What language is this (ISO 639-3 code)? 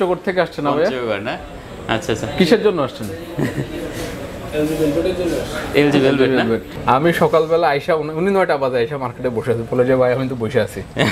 ben